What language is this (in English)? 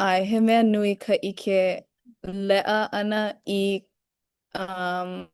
Hawaiian